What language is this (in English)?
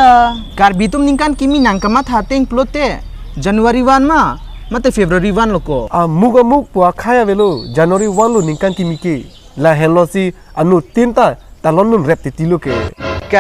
Karbi